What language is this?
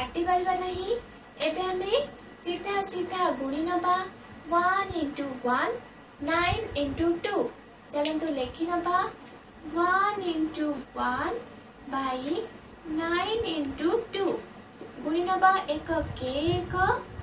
Odia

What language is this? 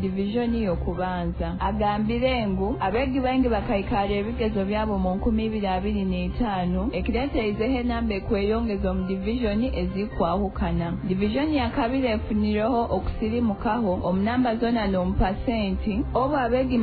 Nyoro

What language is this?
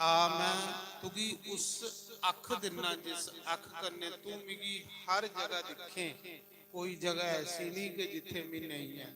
Dogri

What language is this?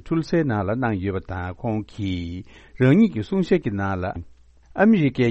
Tibetan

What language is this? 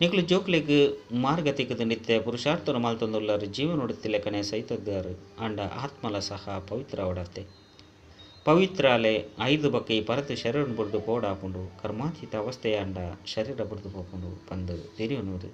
Tulu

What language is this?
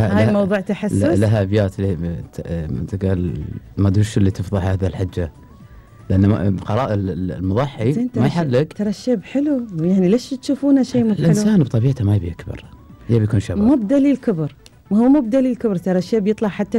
Gulf Arabic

